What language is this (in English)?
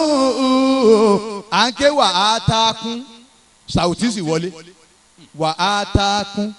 Yoruba